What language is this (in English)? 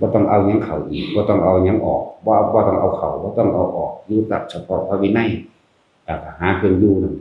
Northeastern Thai